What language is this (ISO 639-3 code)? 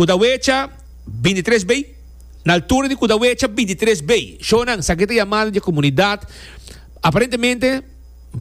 pap